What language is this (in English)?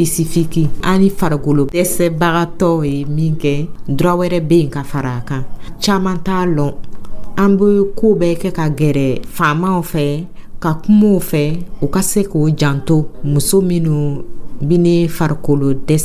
Dyula